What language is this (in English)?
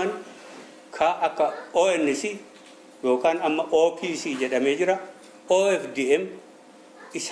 Oromo